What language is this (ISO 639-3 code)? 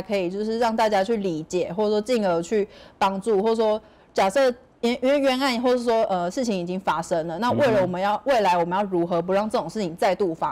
zho